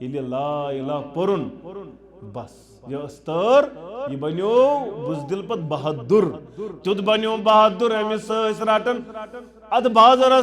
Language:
Kashmiri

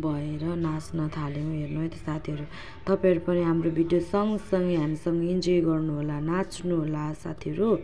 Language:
Nepali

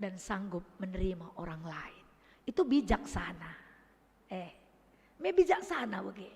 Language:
Batak Karo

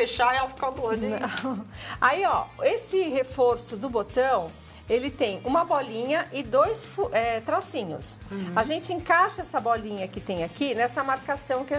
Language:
Portuguese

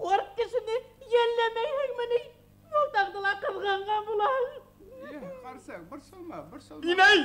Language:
Bashkir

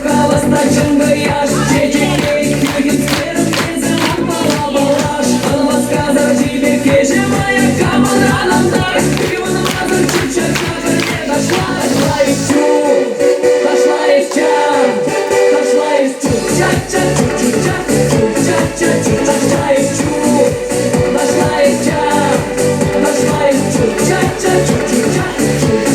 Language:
Chuvash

